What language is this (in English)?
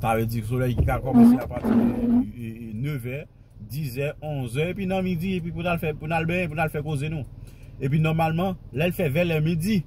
Haitian Creole